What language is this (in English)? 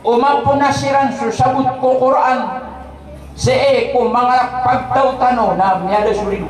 Maranao